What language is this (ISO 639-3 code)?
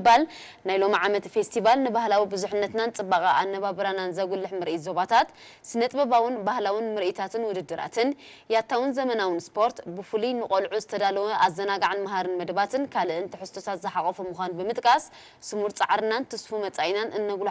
tir